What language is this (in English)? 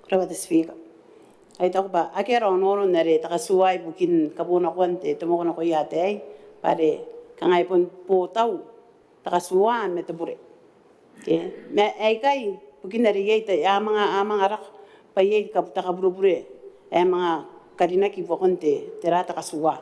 Gilbertese